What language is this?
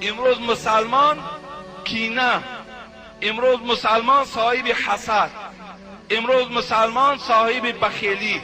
Tajik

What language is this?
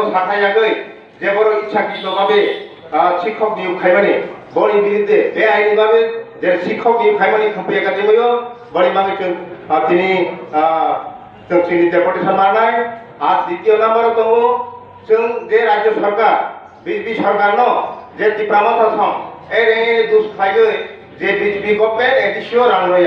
Kok Borok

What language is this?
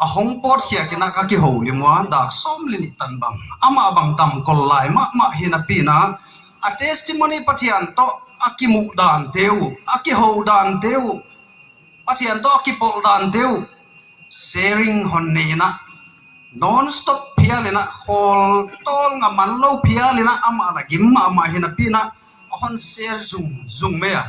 Paite Chin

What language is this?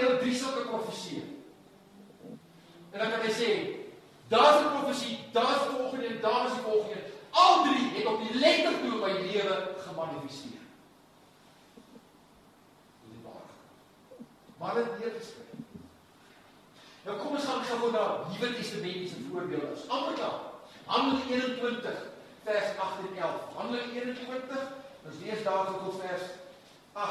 Afrikaans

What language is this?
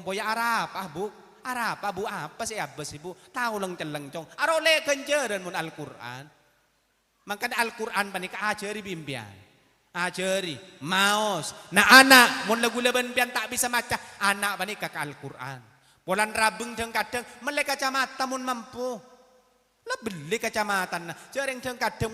Madurese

